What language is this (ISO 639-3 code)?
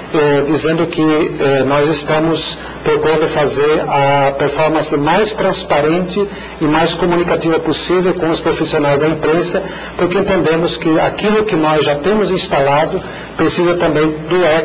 por